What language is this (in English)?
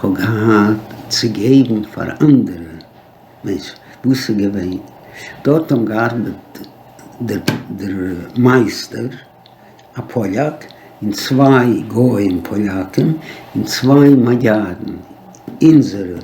Yiddish